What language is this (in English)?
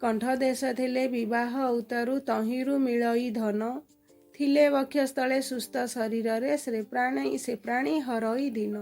Odia